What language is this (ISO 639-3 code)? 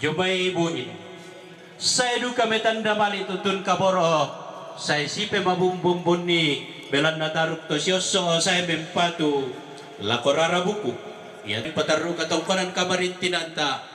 sda